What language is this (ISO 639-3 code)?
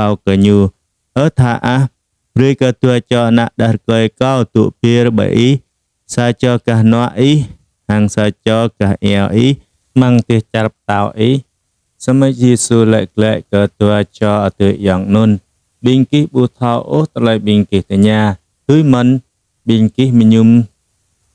jra